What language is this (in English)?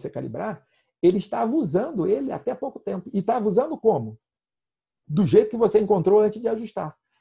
Portuguese